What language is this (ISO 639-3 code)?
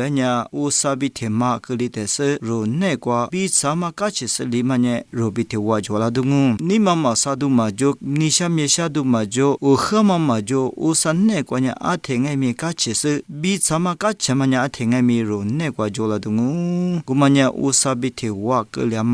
lis